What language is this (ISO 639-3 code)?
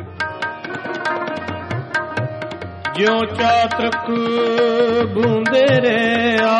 pan